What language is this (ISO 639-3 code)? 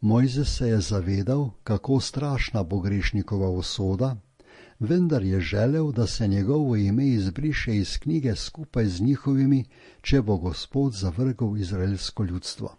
slv